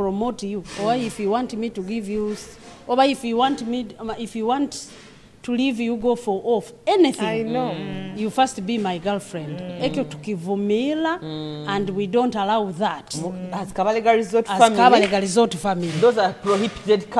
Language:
Nyoro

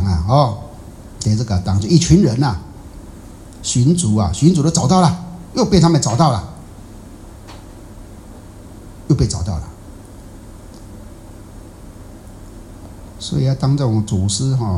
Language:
Chinese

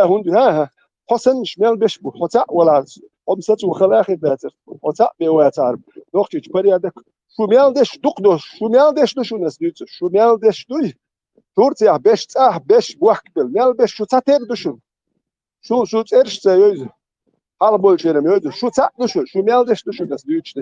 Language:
Chechen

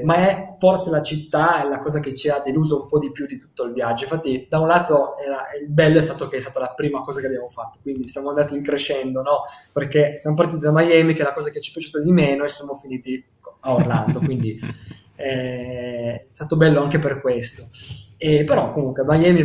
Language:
Italian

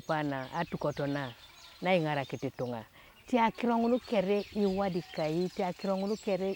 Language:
Teso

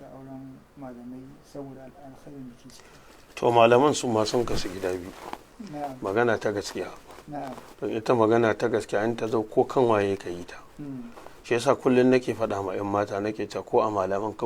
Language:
Hausa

